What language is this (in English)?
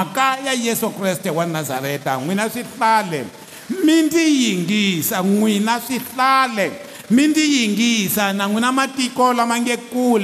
Tsonga